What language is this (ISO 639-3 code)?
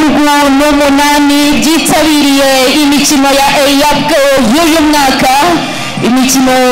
kin